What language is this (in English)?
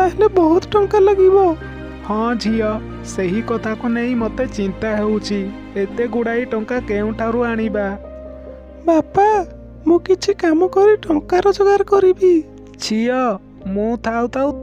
Odia